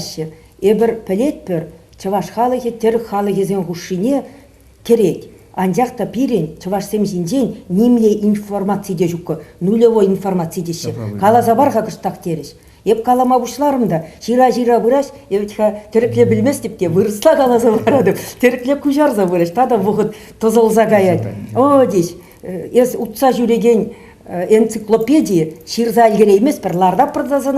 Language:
Chuvash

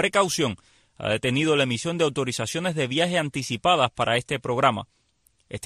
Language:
Spanish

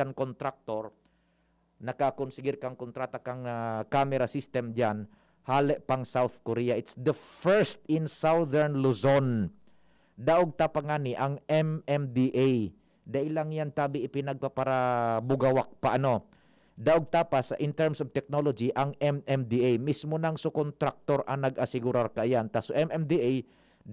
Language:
Bikol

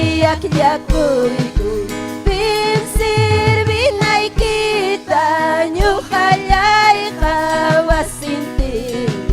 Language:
Ayacucho Quechua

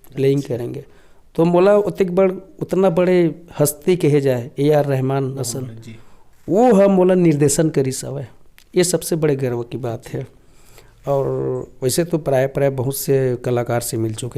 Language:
Chhattisgarhi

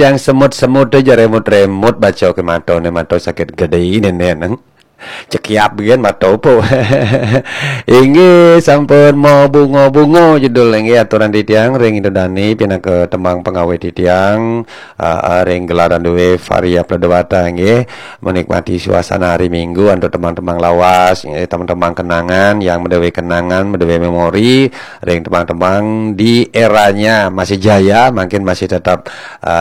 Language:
Balinese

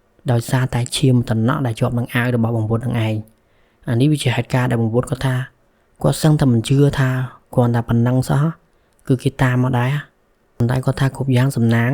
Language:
Khmer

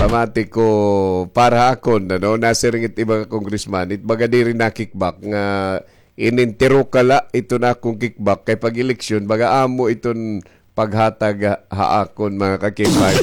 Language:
Waray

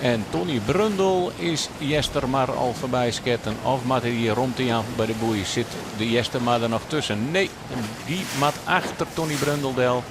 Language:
Western Frisian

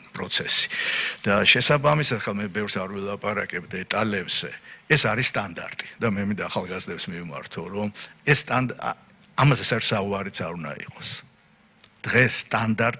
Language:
Georgian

